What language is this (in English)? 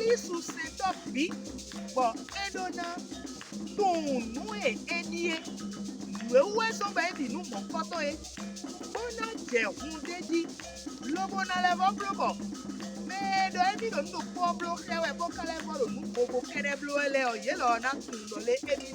Fon